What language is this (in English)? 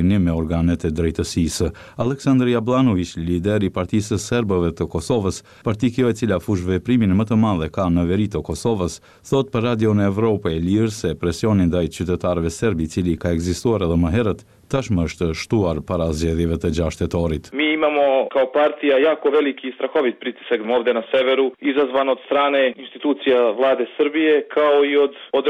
Albanian